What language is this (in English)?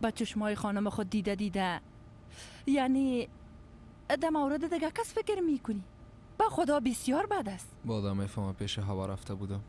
Persian